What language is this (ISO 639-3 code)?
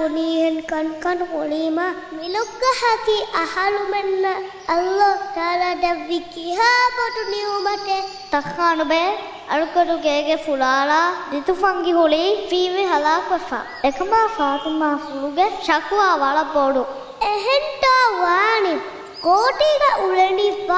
div